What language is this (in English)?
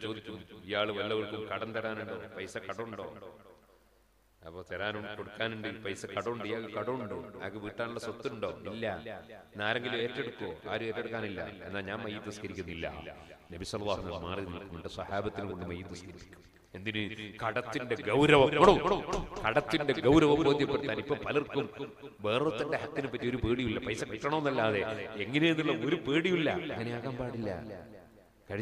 Malayalam